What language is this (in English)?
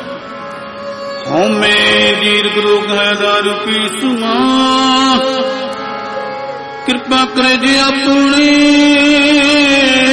Punjabi